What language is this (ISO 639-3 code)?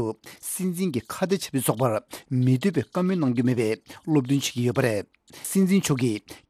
bod